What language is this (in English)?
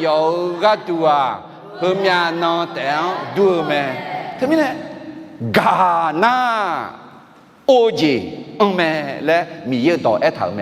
Akha